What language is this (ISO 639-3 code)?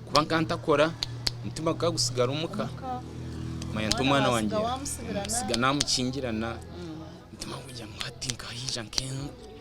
nyn